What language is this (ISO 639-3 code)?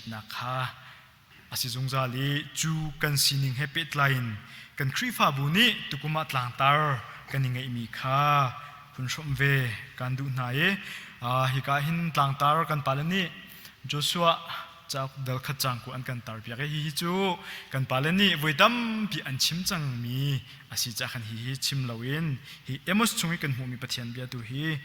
cnh